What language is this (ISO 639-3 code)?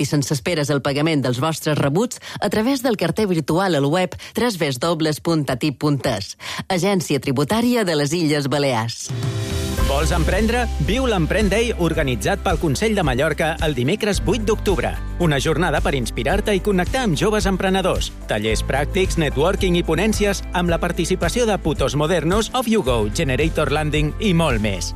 cat